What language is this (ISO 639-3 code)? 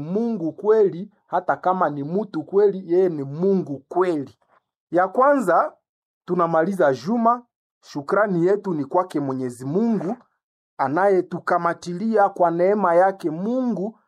swa